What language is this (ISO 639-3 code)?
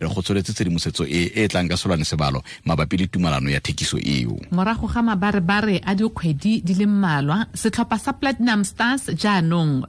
tsn